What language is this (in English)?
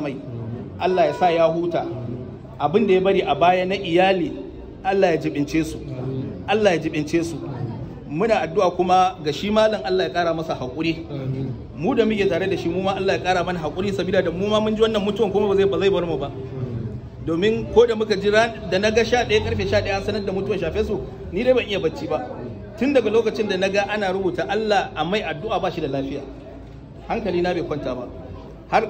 Hausa